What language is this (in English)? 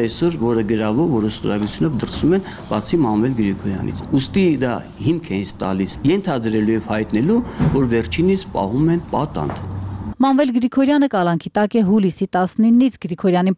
Armenian